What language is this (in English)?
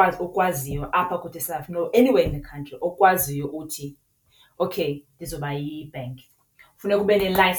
Xhosa